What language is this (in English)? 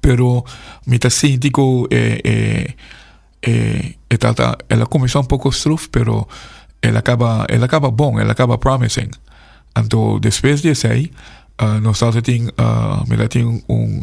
Papiamento